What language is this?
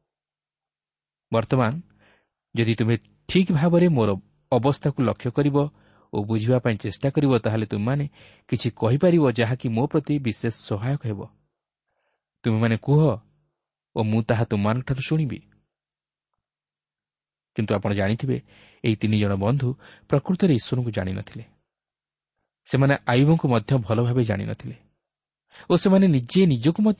Odia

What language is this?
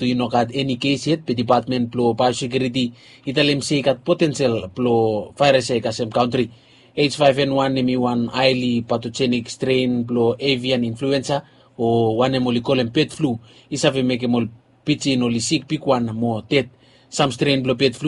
Bislama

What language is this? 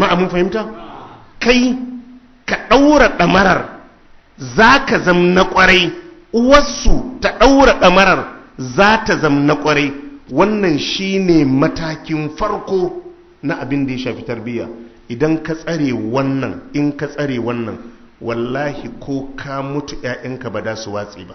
Hausa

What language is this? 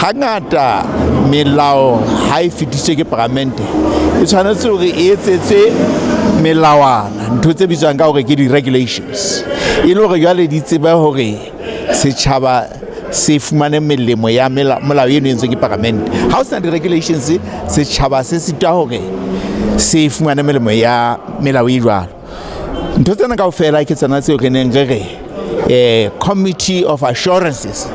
Southern Sotho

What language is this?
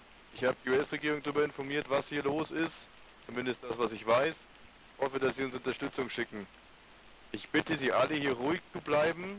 German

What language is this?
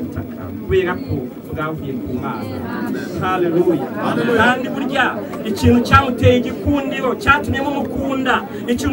Kinyarwanda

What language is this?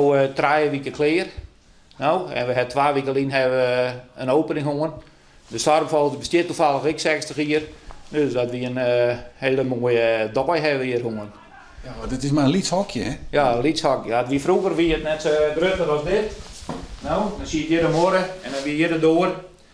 Western Frisian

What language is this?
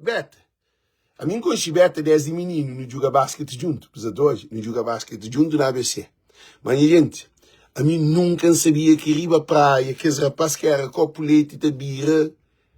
Kabuverdianu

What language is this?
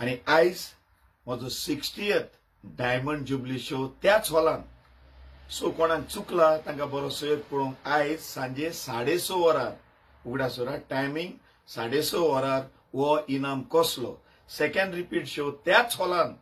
Konkani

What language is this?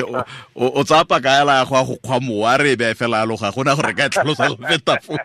Tswana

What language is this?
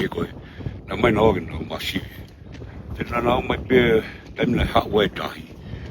Tongan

